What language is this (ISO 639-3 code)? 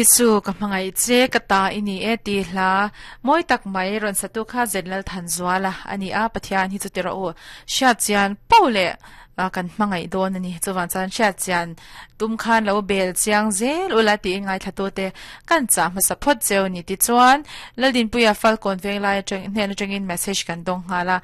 lus